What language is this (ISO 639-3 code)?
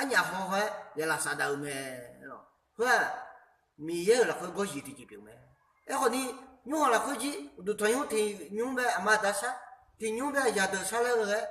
ahk